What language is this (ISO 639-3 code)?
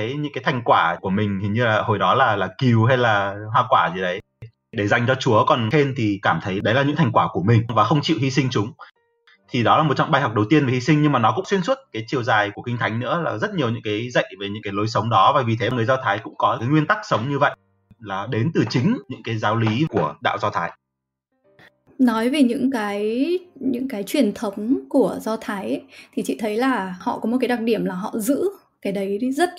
vie